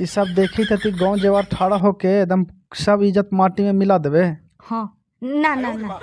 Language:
Magahi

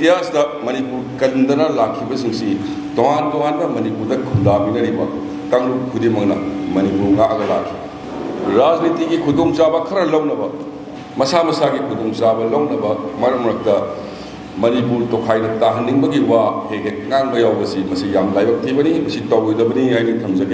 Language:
Manipuri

